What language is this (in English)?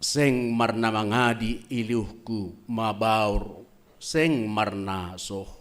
Batak Simalungun